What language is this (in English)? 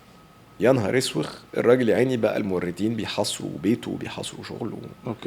Egyptian Arabic